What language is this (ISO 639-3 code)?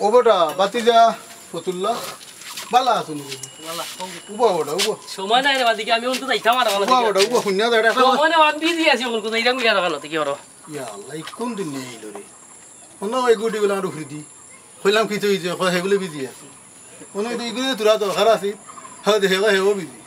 syl